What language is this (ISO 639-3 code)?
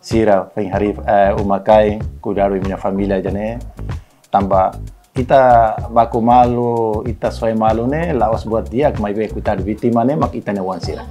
tet